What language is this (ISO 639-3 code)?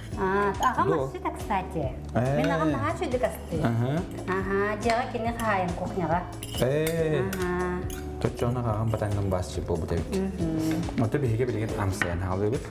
sah